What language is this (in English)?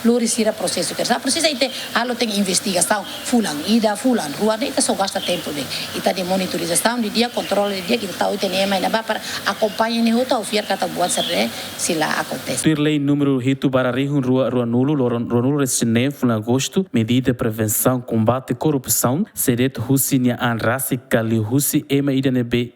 Tetum